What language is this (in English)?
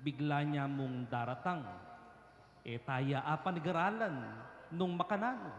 Pampanga